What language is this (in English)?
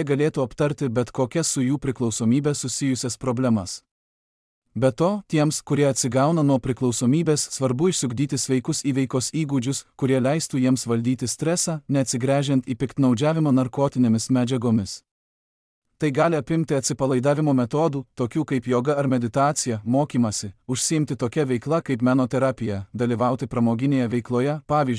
Lithuanian